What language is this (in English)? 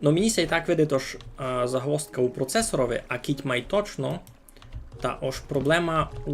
Rusyn